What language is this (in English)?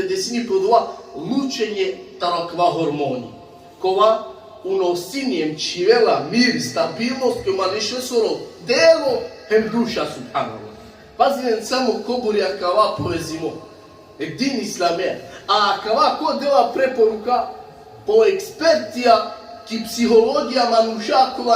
Balkan Romani